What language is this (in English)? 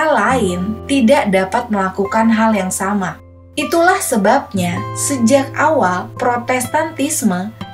Indonesian